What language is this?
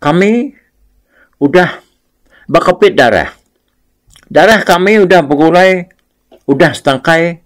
Iban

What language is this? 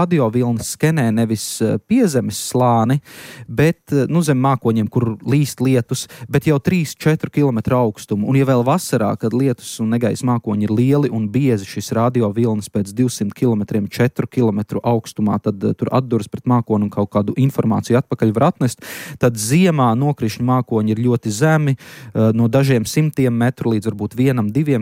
Latvian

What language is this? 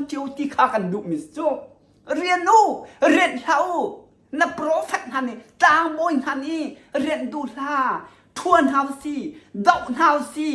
Hakha Chin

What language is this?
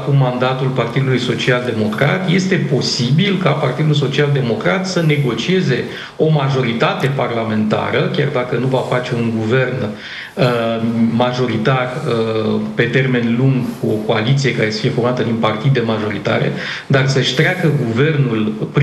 Romanian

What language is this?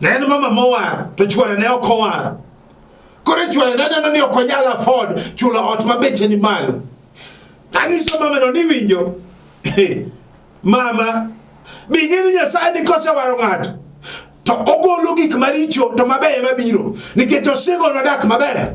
Luo (Kenya and Tanzania)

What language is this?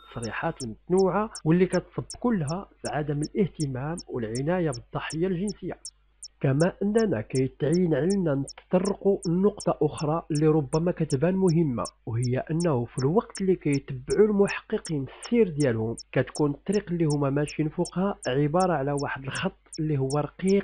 Moroccan Arabic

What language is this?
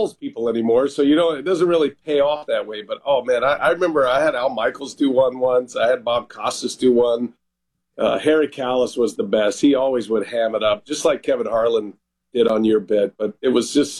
English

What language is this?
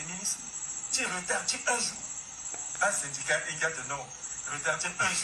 Sango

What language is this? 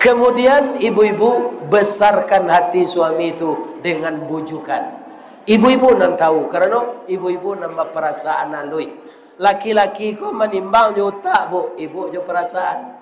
Minangkabau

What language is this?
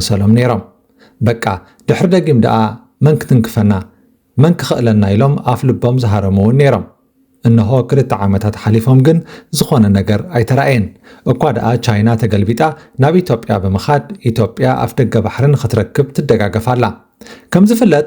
Tigrinya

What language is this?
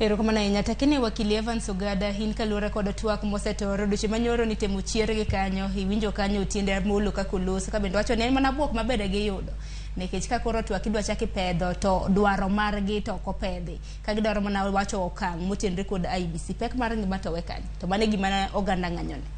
Luo (Kenya and Tanzania)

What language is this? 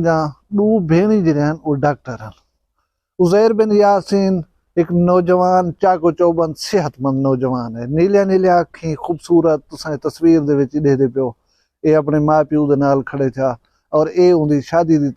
Saraiki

